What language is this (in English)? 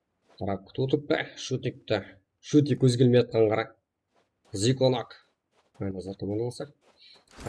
Kara-Kalpak